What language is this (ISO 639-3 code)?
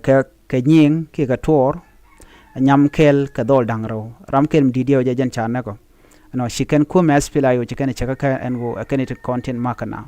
nus